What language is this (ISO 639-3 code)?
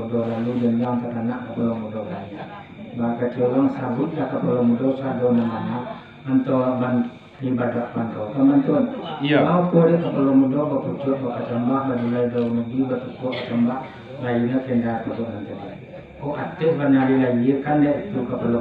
min